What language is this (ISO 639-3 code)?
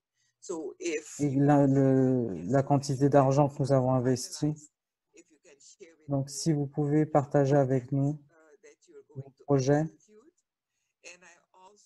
fra